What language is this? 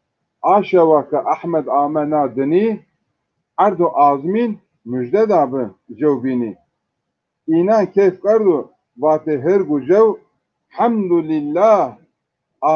Zaza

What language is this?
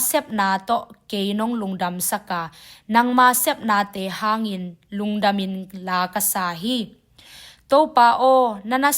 Tedim Chin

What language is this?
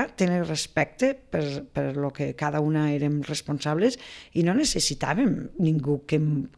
Catalan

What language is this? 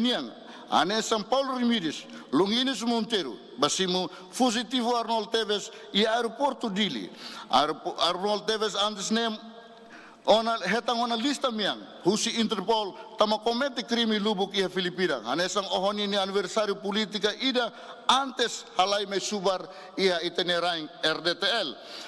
Tetum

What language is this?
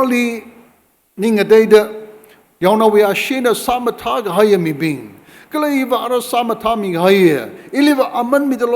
Tangkhul Naga (India)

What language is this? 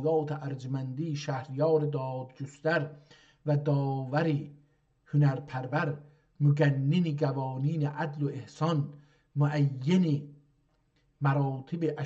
South Azerbaijani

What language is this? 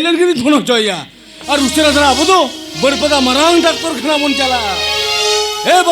Santali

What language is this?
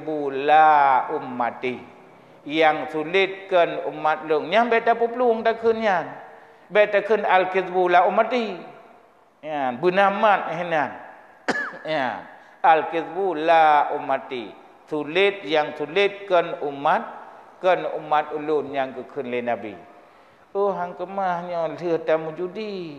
Achinese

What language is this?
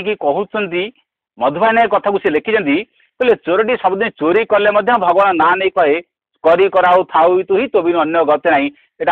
Odia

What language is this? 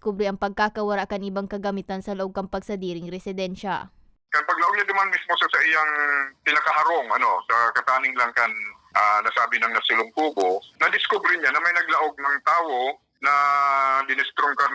Bikol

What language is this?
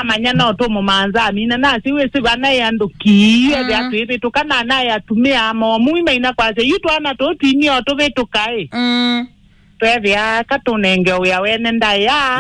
Kamba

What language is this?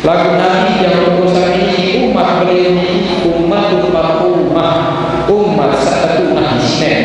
Sasak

